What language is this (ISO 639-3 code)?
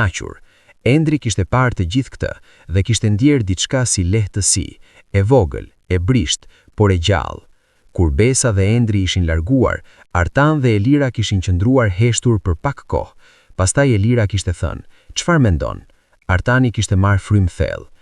sqi